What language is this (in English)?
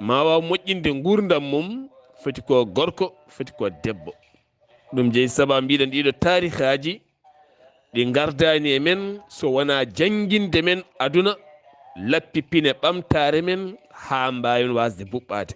Fula